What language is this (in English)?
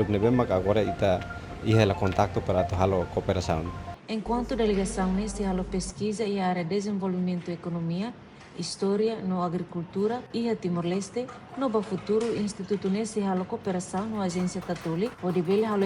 Tetum